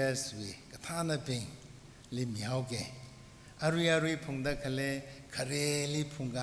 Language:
Tangkhul Naga (India)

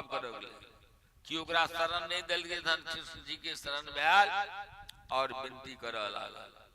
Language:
Maithili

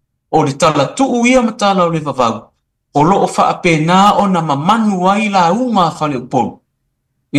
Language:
Samoan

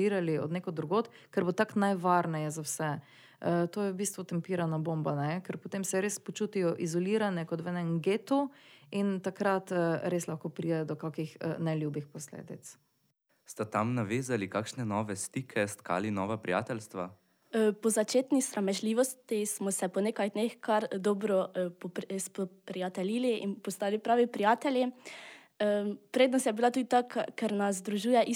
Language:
Slovenian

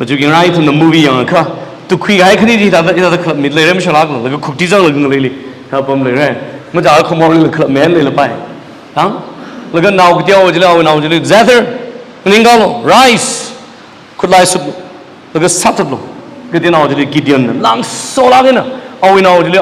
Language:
Tangkhul Naga (India)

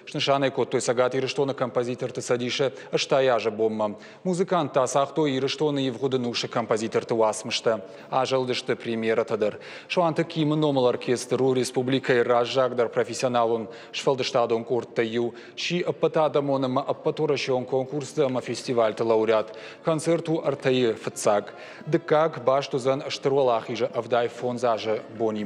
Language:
Ossetic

